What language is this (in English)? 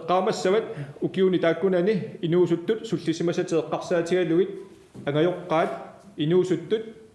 Kalaallisut